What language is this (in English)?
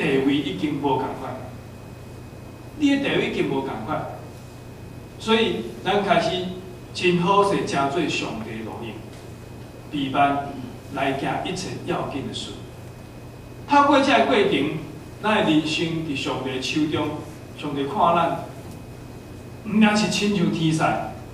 Min Nan Chinese